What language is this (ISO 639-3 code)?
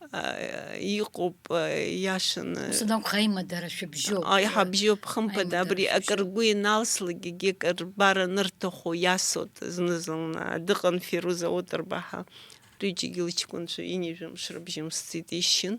abk